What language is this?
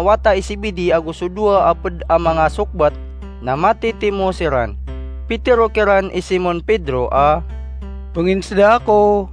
Maranao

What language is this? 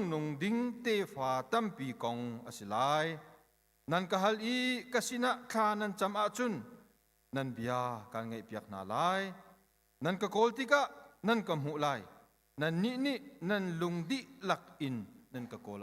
Hakha Chin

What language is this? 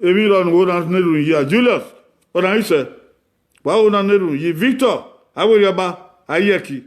Bini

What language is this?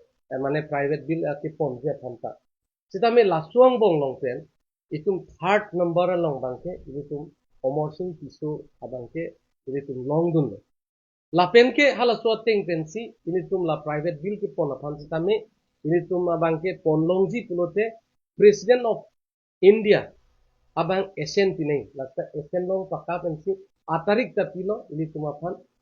Karbi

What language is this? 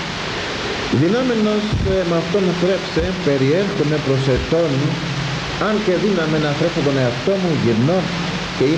Greek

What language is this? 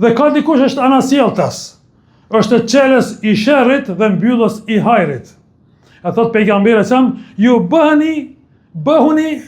Albanian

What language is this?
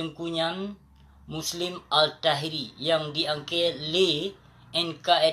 Achinese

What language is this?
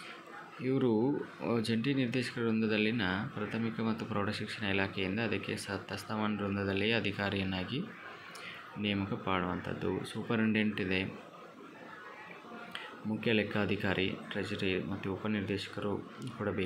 Kannada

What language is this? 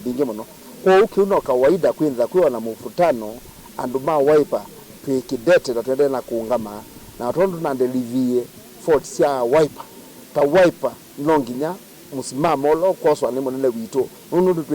Kamba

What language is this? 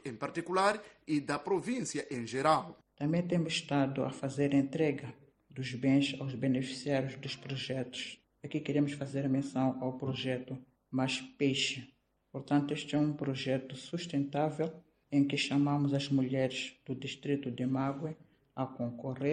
Portuguese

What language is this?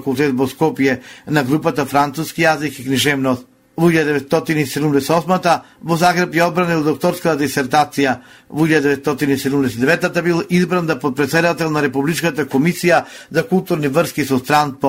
Macedonian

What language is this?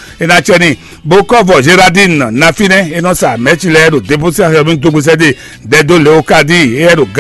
Fon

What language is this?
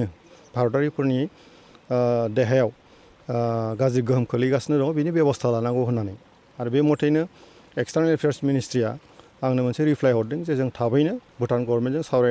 Bodo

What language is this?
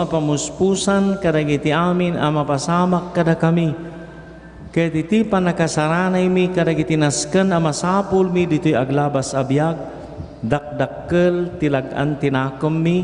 Iloko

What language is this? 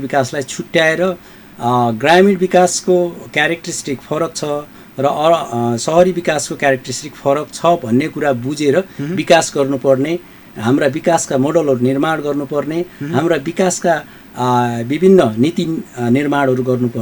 Nepali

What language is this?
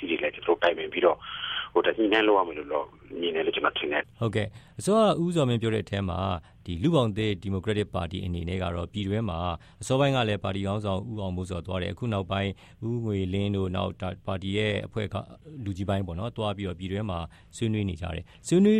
Burmese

